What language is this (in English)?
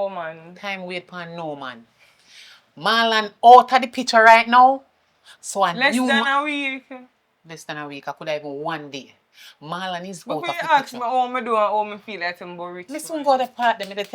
Jamaican Creole English